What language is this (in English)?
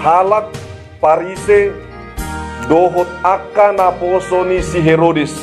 Batak Toba